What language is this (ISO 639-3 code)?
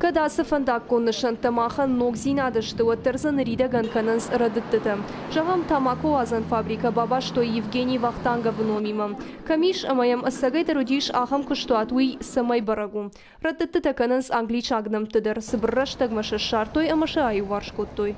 oss